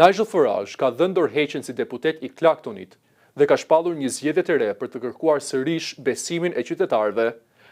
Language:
Albanian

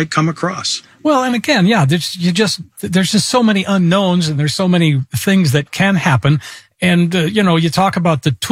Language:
English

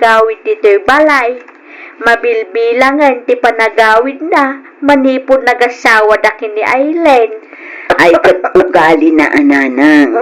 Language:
Iloko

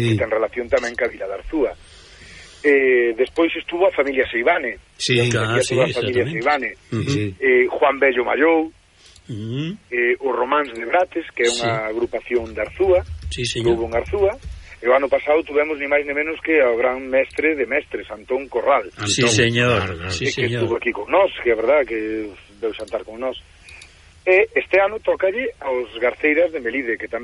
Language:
Galician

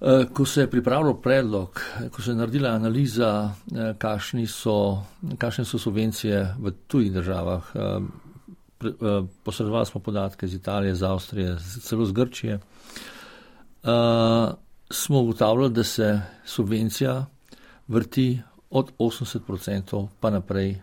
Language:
Slovenian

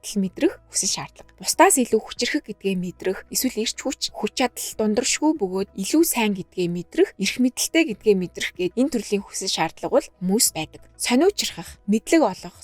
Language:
Mongolian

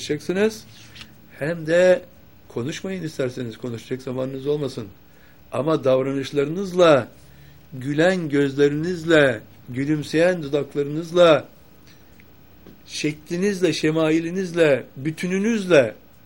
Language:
Turkish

